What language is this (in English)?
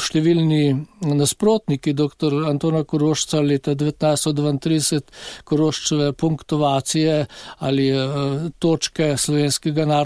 Slovenian